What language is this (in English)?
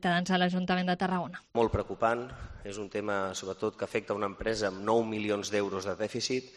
Catalan